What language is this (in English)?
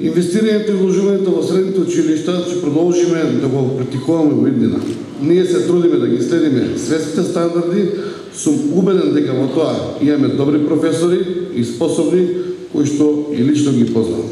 Macedonian